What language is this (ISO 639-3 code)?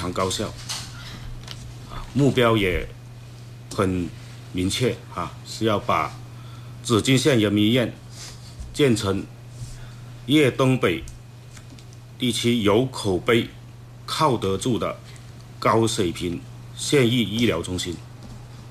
zho